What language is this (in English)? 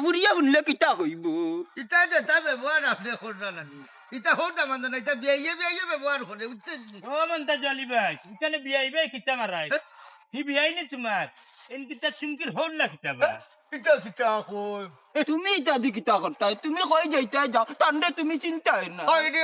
Sylheti